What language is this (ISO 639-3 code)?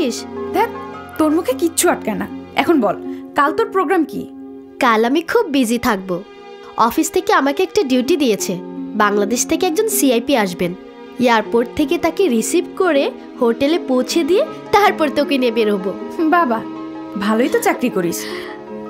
ben